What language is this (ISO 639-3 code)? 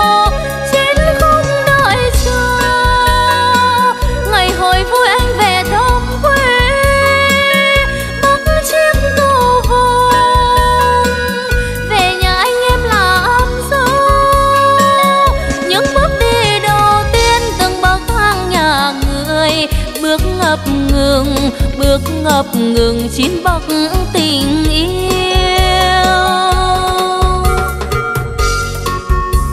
vie